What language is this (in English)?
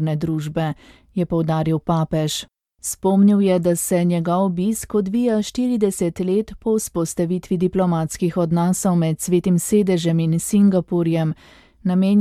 Slovenian